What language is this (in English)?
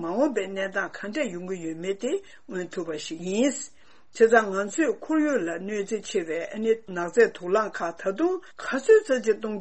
Tibetan